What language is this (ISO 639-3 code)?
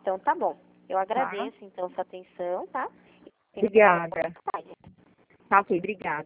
por